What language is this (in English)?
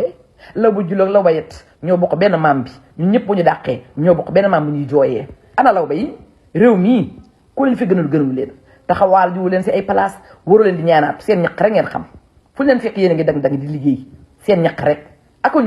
Wolof